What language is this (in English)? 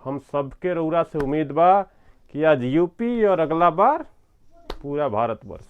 Bhojpuri